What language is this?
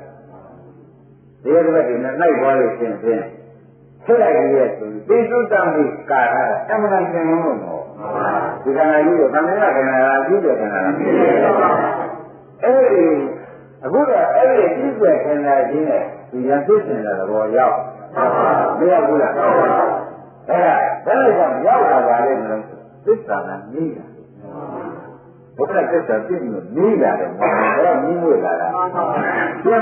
Burmese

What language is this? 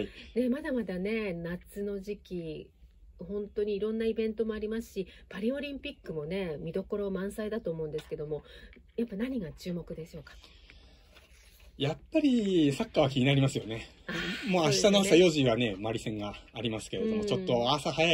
Japanese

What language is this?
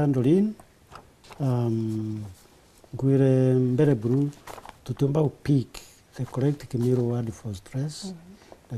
Meru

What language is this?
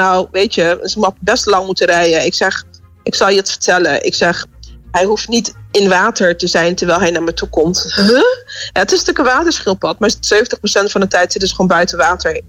Dutch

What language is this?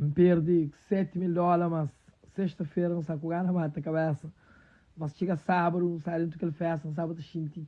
Kabuverdianu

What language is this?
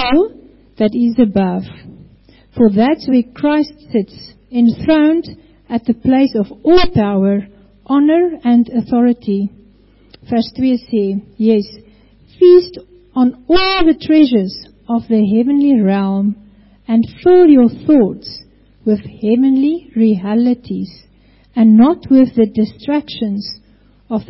Afrikaans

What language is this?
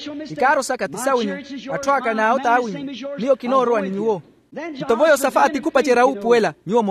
Makhuwa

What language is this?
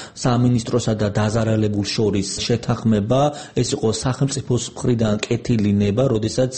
Georgian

